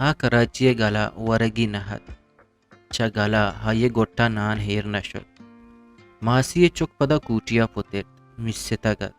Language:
Eastern Balochi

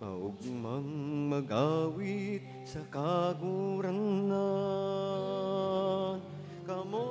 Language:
Bikol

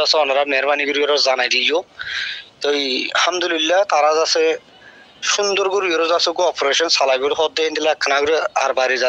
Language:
Rohingya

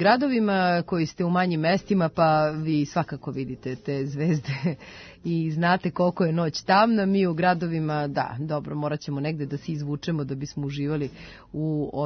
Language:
Serbian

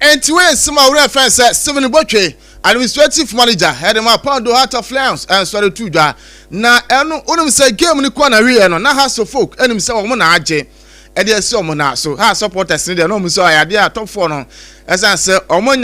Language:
Akan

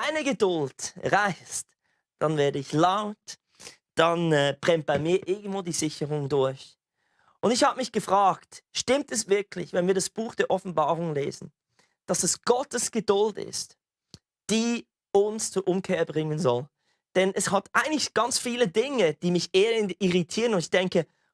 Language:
Swiss German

